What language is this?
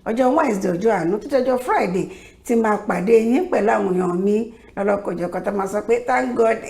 Yoruba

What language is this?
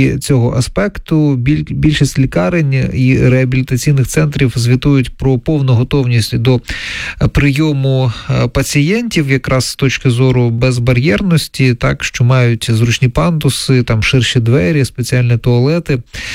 Ukrainian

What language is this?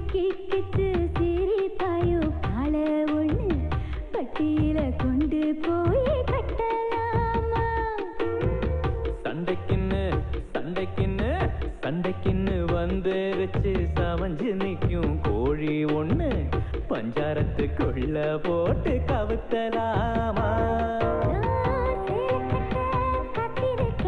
Tamil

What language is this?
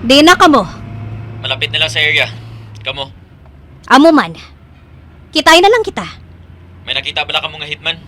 Hiligaynon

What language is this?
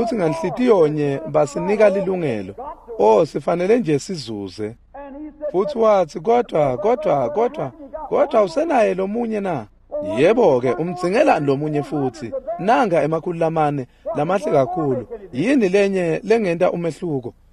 Swati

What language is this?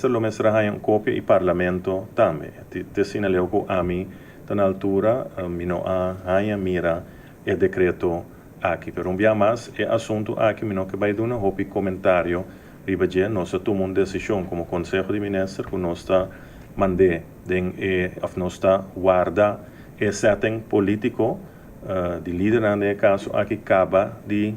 Papiamento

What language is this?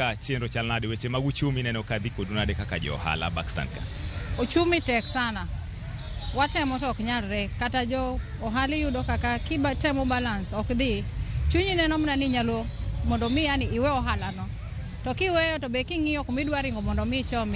Luo (Kenya and Tanzania)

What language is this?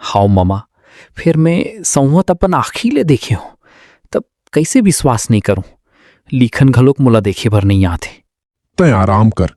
Chhattisgarhi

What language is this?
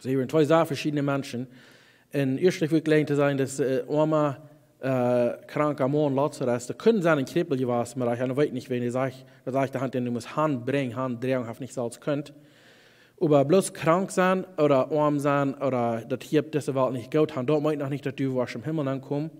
Plautdietsch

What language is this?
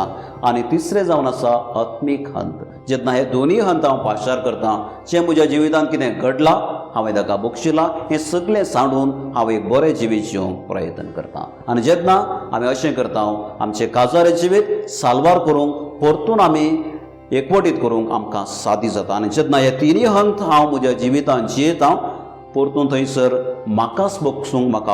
Konkani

